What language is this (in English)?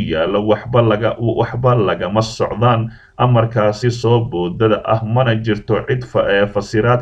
Somali